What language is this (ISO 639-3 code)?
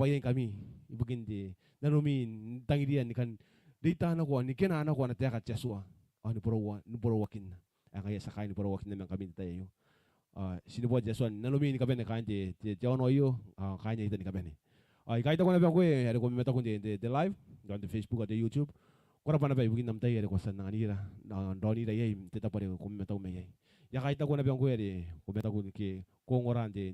gil